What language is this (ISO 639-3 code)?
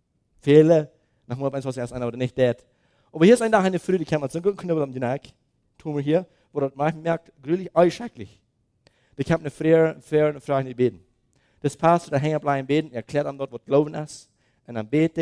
pdt